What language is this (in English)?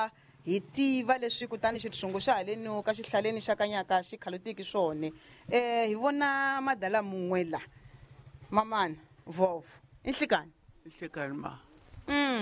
Tsonga